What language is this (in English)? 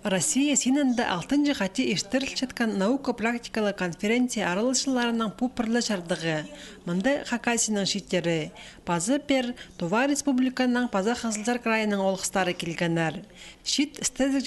Khakas